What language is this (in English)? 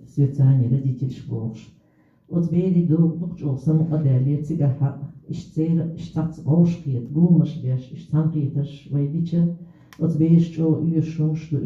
Chechen